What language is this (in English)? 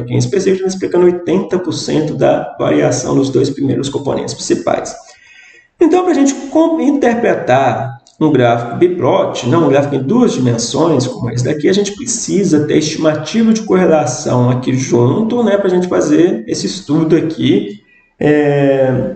Portuguese